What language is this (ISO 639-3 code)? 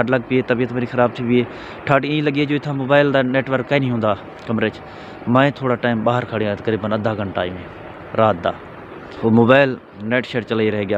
skr